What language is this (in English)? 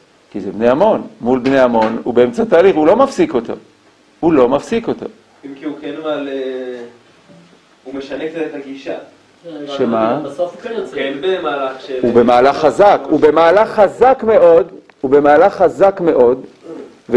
Hebrew